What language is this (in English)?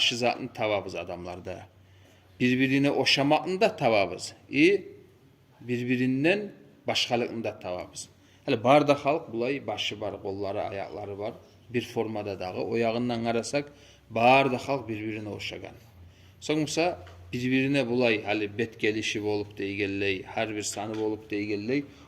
Kumyk